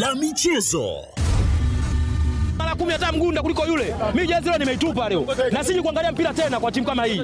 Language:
Swahili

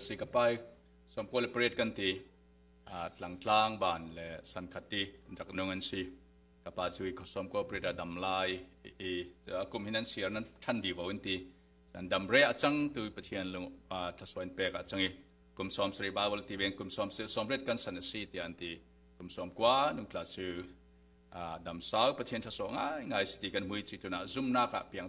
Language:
Falam Chin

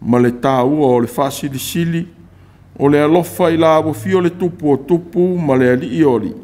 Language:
Samoan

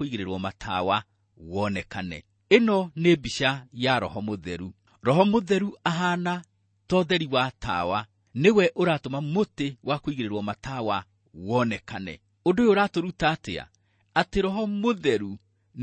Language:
Kikuyu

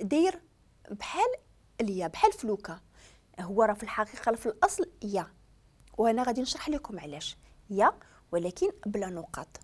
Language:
Moroccan Arabic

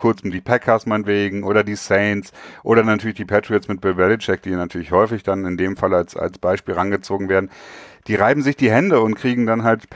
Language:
German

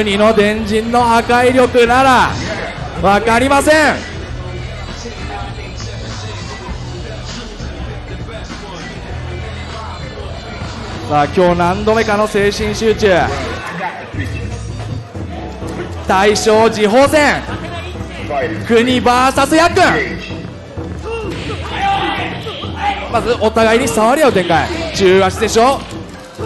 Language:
Japanese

